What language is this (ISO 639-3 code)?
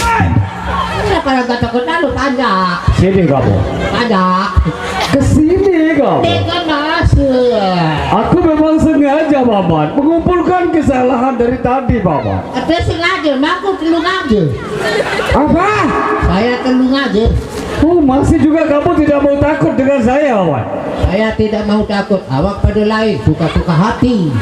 sas